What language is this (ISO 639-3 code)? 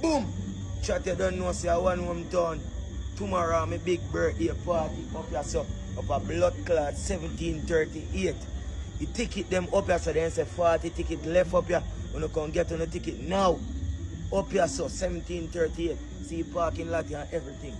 jam